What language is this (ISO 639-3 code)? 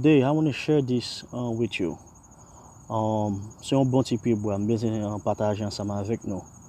hat